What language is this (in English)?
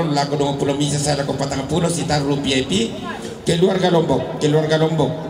Toraja-Sa'dan